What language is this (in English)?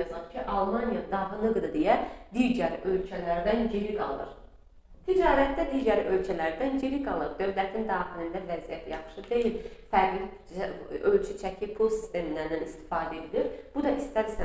Azerbaijani